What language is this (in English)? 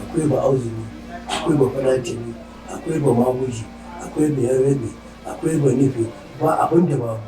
Hausa